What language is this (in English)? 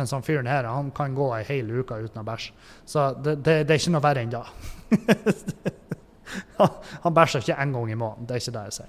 Norwegian